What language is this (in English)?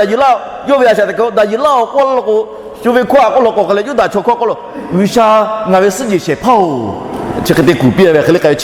Lahu